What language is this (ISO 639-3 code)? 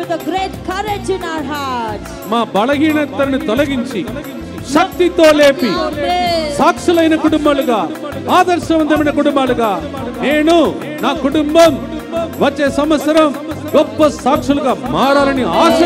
tel